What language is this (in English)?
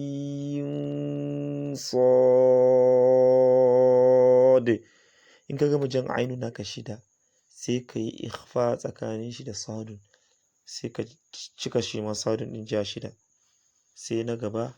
Hausa